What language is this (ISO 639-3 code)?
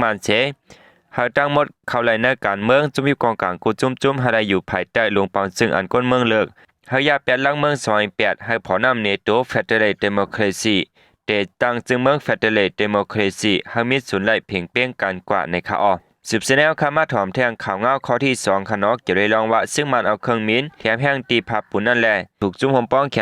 shn